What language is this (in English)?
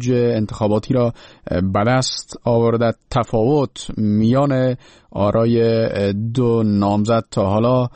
Persian